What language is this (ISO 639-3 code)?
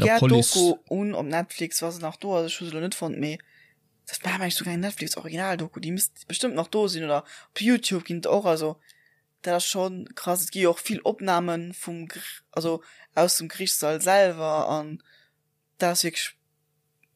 ltz